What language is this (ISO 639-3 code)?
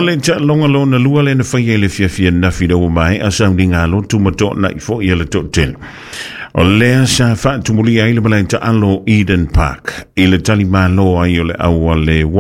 smo